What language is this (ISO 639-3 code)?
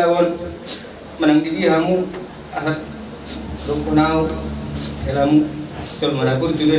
bbc